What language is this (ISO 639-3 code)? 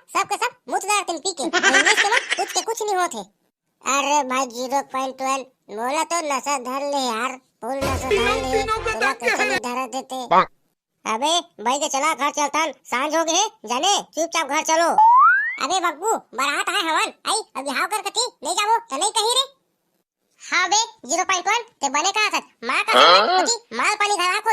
hne